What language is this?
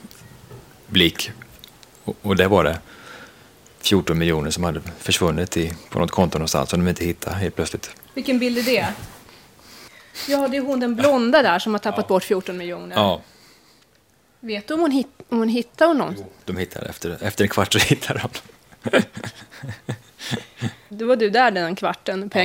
Swedish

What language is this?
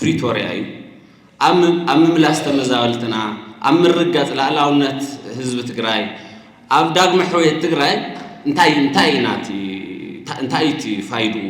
Tigrinya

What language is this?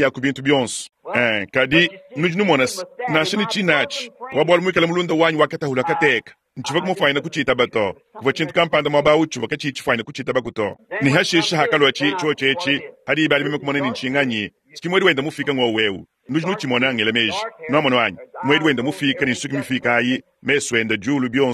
Luba-Lulua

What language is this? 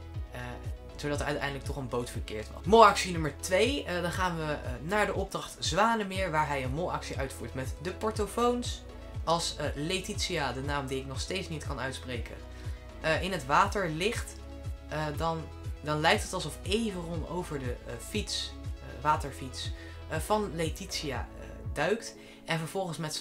Dutch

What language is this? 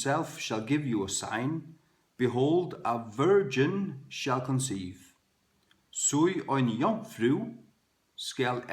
Faroese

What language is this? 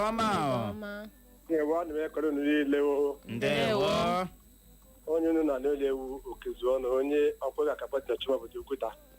Igbo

